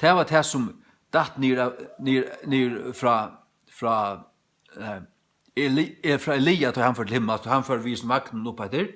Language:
Faroese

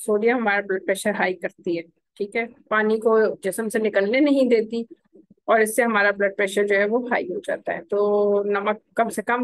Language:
Hindi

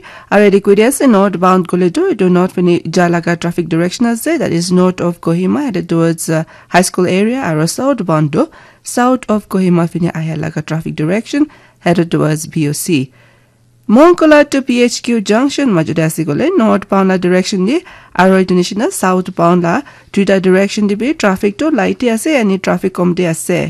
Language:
Naga Pidgin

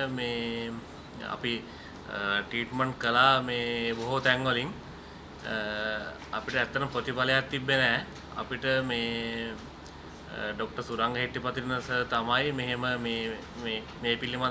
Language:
Sinhala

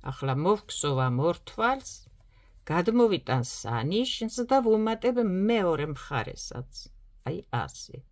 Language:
Georgian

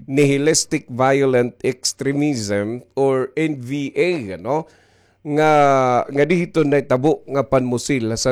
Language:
Waray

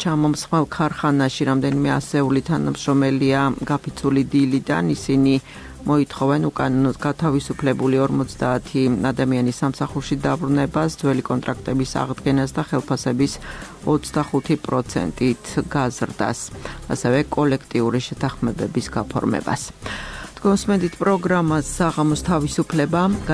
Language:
Georgian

